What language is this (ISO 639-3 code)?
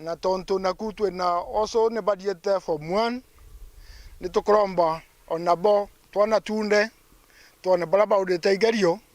mer